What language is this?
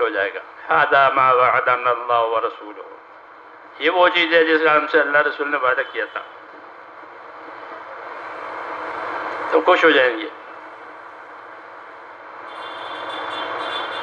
Urdu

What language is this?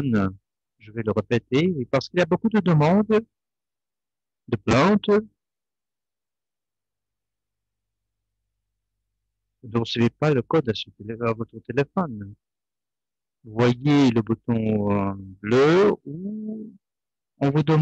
French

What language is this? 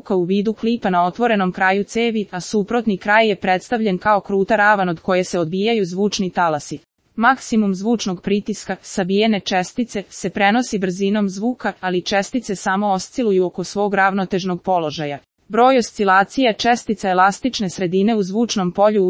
Serbian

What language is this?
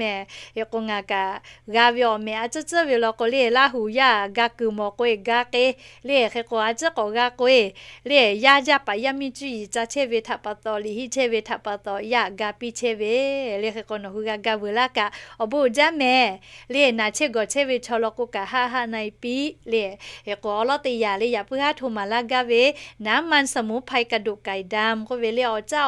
Lahu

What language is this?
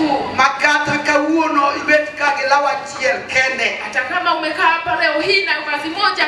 Luo (Kenya and Tanzania)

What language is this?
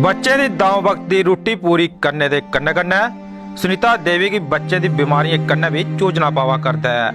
Dogri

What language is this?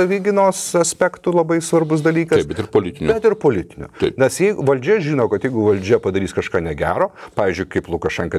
Lithuanian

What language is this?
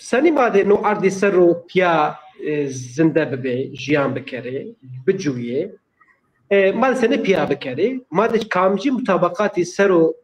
Zaza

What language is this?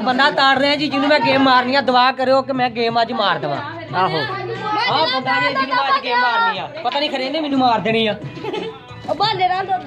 Punjabi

